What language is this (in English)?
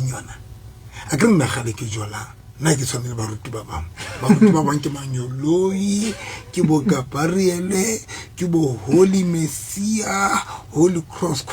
Southern Sotho